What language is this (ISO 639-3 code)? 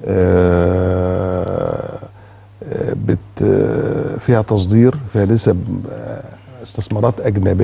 arz